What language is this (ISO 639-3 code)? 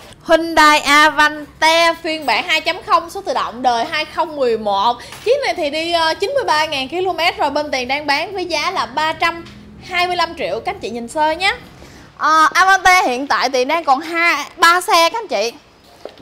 vie